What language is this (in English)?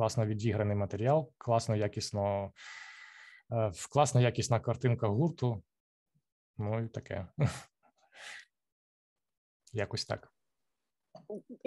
Ukrainian